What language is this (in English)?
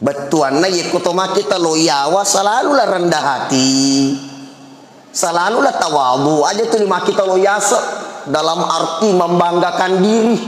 Buginese